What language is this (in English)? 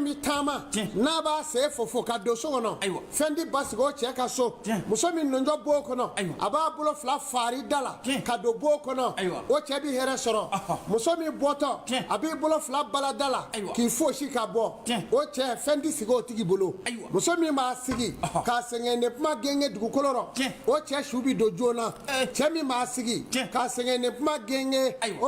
Bambara